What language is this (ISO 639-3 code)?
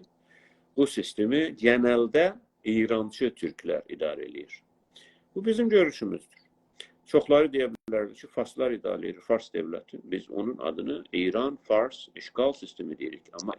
azb